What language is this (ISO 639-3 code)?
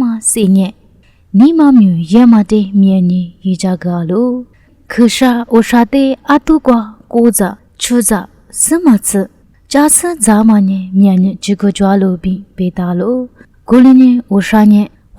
lis